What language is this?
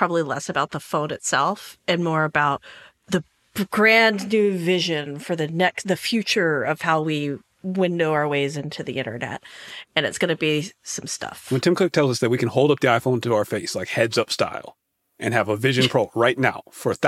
English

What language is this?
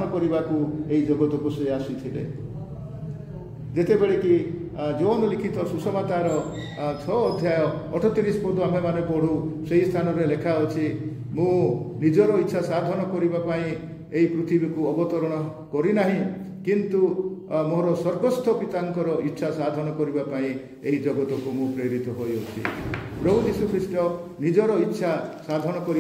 Odia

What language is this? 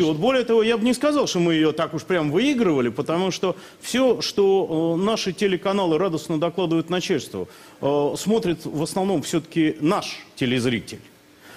Russian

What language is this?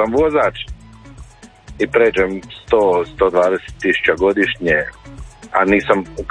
Croatian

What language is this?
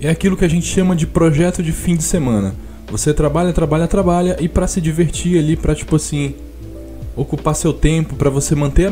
Portuguese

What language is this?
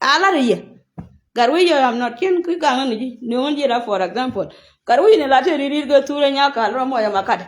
Nuer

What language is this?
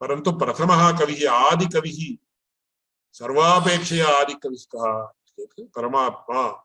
Sanskrit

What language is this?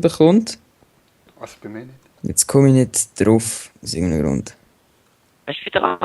Swiss German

